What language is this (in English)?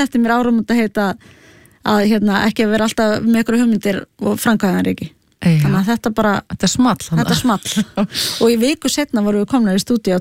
Icelandic